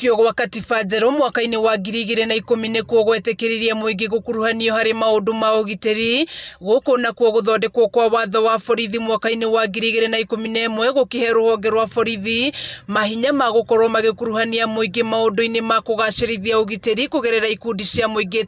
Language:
Kikuyu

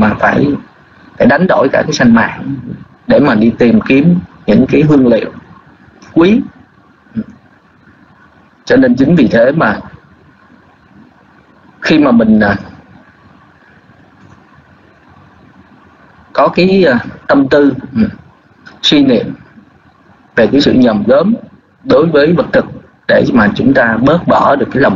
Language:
Vietnamese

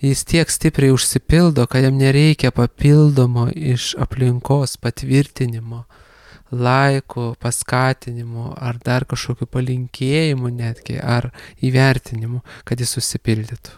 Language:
Lithuanian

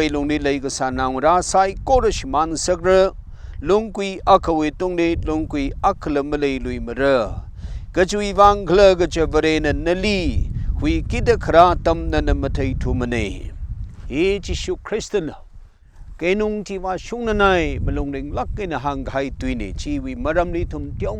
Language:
Tangkhul Naga (India)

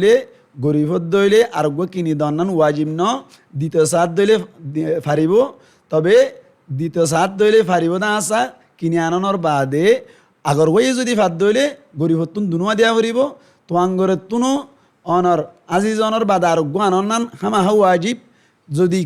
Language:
Rohingya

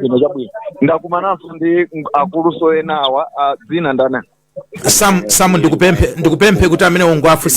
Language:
Nyanja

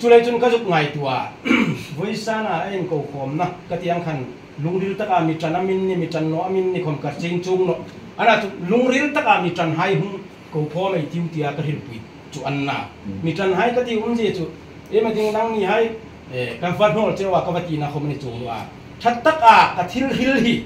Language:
Hmar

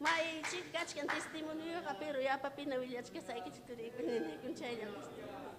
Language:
Ayacucho Quechua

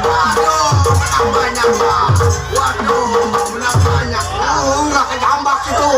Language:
Betawi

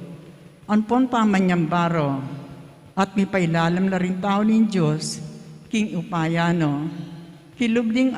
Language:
Pampanga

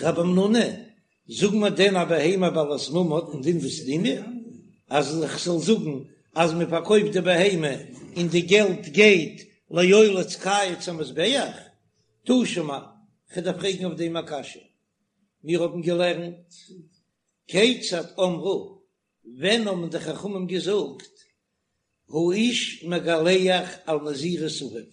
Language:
Yiddish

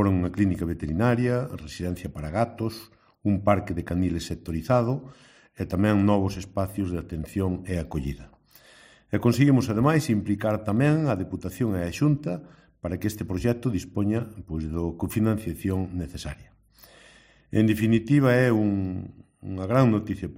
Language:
Galician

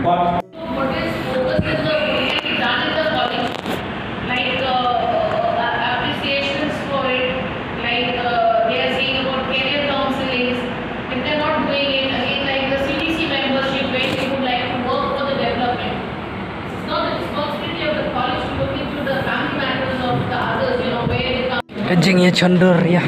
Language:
Khasi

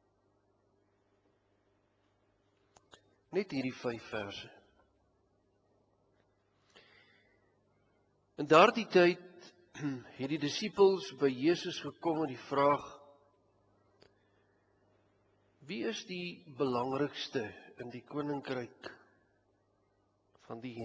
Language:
Afrikaans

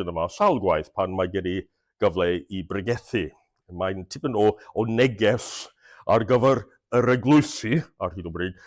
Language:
Welsh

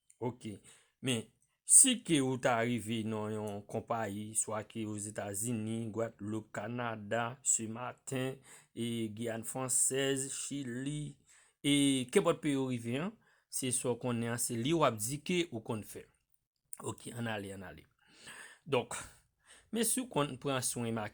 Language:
Haitian Creole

